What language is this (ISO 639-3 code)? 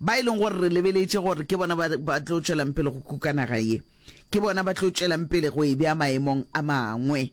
nso